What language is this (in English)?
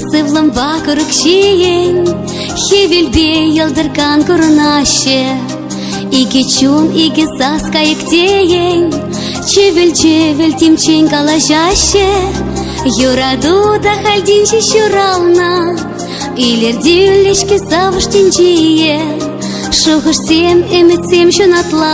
Chuvash